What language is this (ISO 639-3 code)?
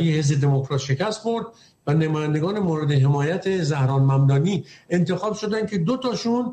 fas